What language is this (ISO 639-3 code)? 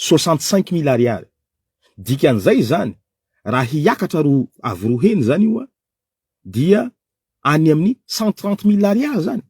mlg